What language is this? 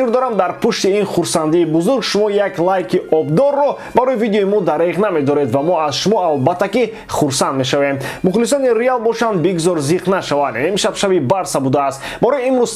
Tajik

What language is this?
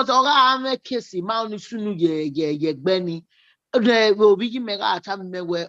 Bini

